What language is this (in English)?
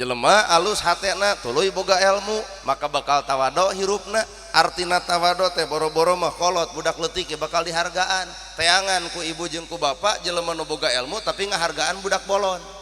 Sundanese